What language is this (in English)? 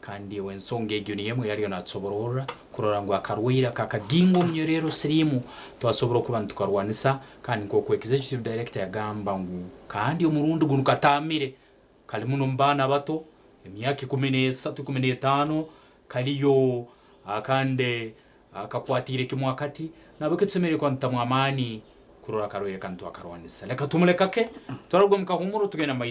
Nyankole